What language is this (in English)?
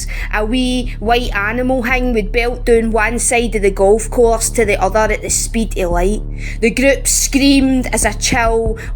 Scots